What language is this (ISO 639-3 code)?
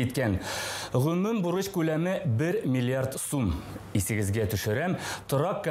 tat